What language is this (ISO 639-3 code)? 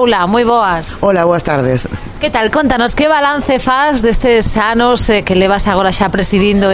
glg